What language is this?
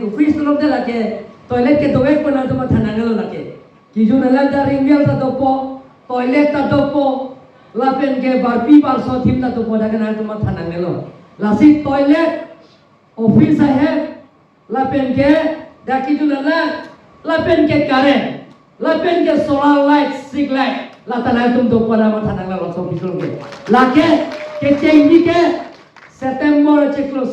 Karbi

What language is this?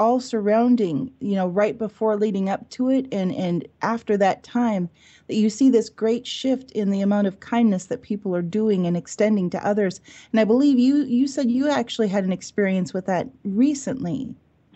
English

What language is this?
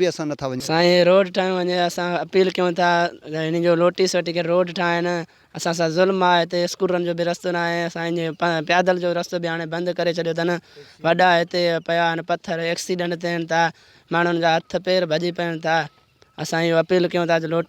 Sindhi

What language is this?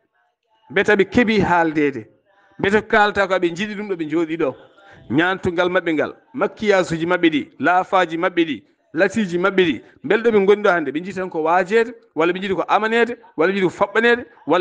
Fula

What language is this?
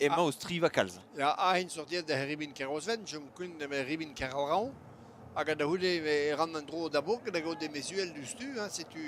Breton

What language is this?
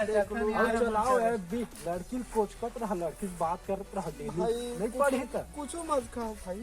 Chhattisgarhi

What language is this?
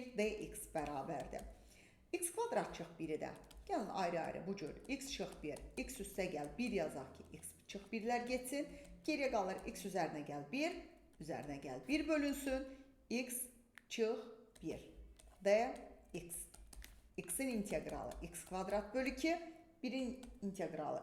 Azerbaijani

